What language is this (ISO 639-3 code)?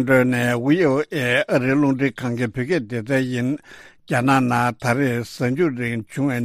bod